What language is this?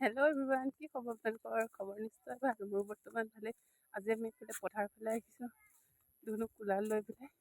Assamese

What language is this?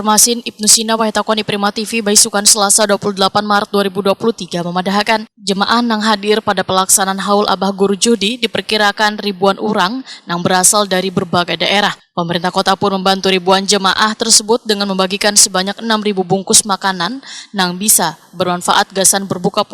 Banjar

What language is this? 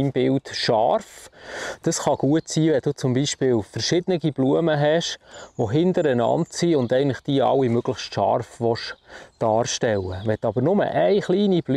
Swiss German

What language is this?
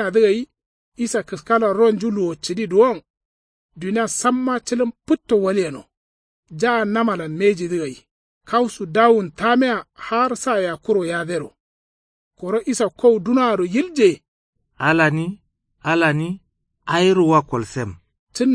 Kanuri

